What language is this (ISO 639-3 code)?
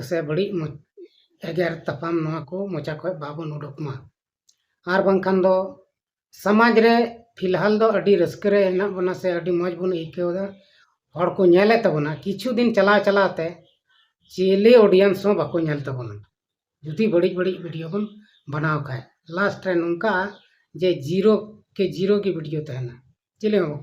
sat